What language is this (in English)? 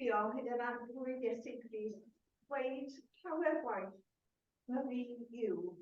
Welsh